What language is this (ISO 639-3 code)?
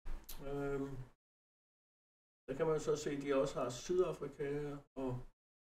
dan